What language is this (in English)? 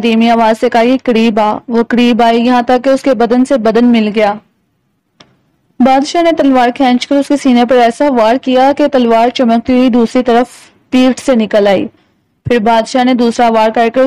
Urdu